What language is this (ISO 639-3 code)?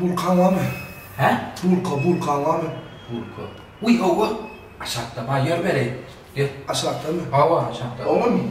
tuk